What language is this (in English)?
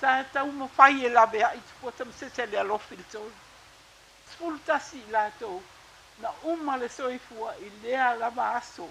Samoan